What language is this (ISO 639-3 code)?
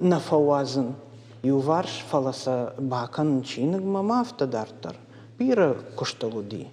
oss